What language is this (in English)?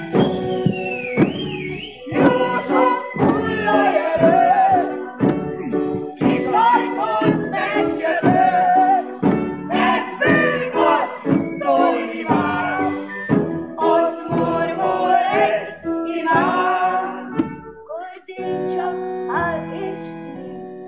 Hungarian